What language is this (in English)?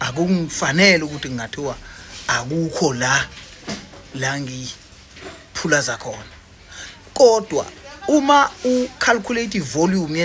Zulu